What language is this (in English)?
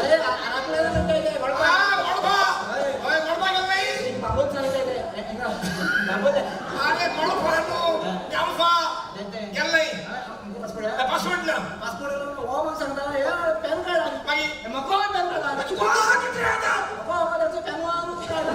Konkani